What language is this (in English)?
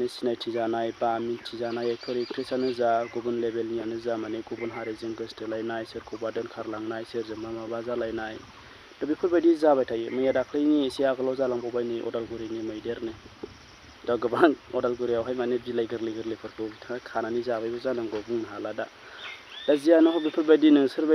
Bodo